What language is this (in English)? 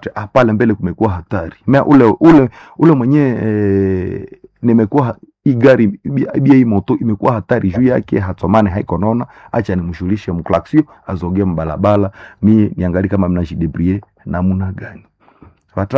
Swahili